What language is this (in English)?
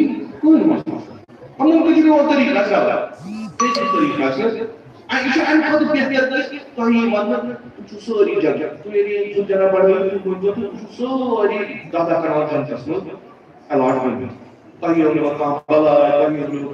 Kashmiri